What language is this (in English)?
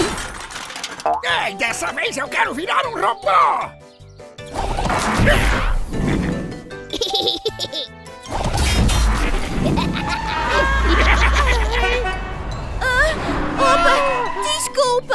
Portuguese